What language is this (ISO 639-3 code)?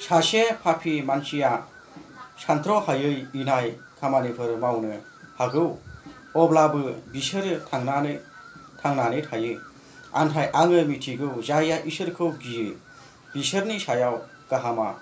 brx